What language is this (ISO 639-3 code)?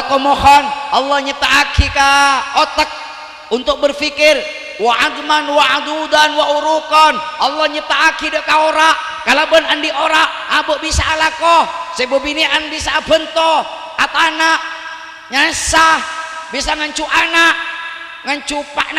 mad